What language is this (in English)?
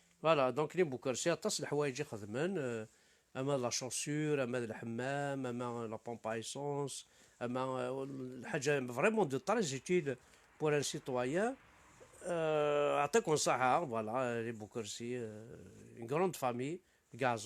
Kabyle